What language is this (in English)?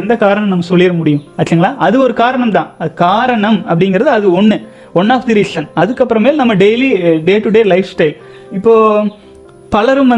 Tamil